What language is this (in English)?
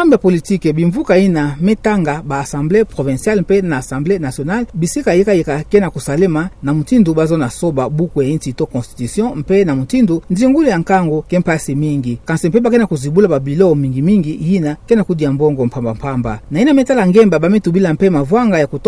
Kituba (Democratic Republic of Congo)